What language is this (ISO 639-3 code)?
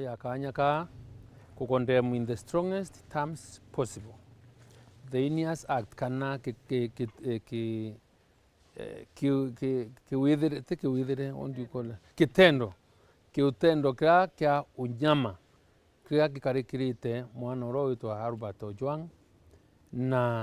mer